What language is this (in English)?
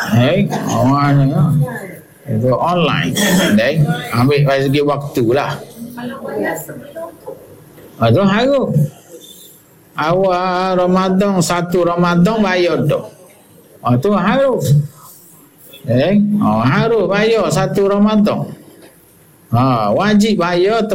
Malay